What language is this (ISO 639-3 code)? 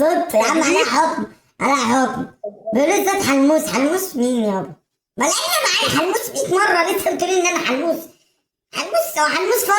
arz